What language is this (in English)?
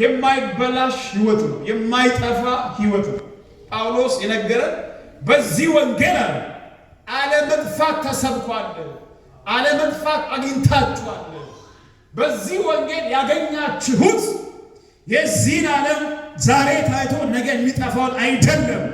Amharic